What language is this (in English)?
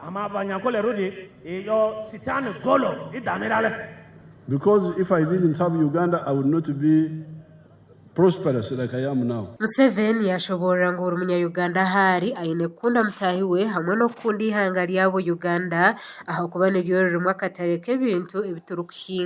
Nyankole